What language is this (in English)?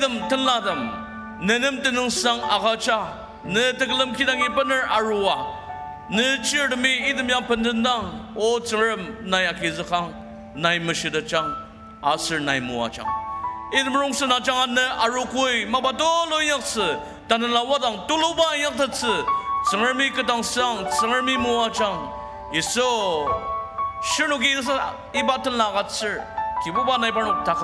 Ao Naga